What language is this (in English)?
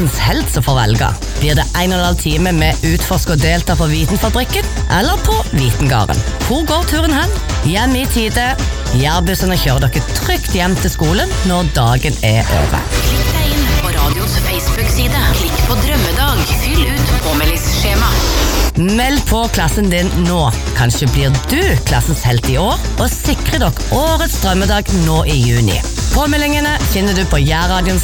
Norwegian